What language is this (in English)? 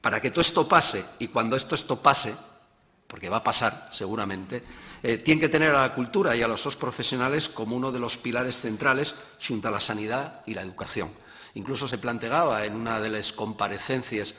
Asturian